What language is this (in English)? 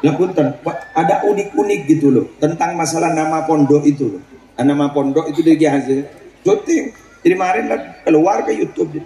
Madurese